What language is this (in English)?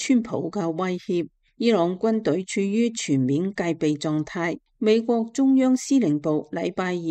Cantonese